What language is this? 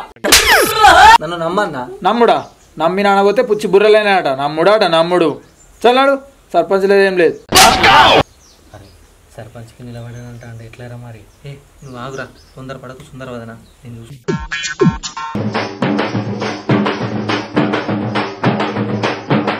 Telugu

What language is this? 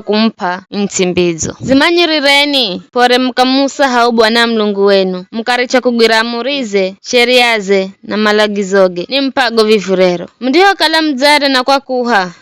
Giryama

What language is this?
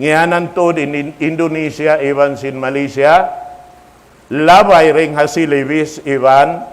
Tausug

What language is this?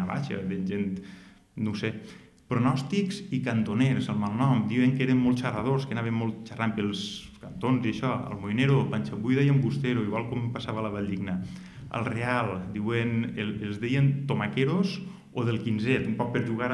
Catalan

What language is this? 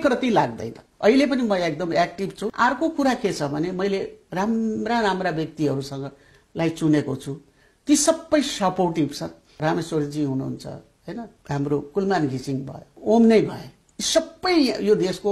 Nepali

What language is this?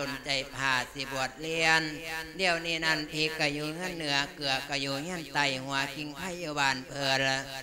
Lao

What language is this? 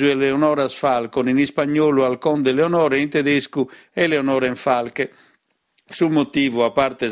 Sardinian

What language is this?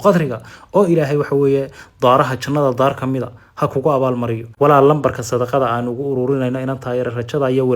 Somali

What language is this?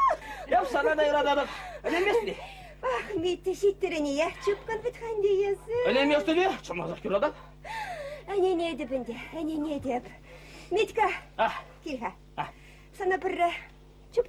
Chuvash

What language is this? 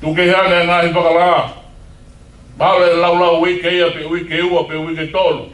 Tongan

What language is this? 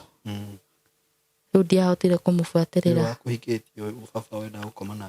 Kikuyu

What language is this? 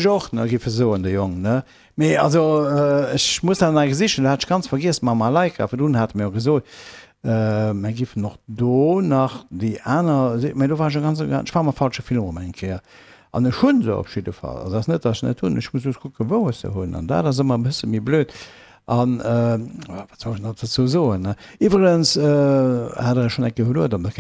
Luxembourgish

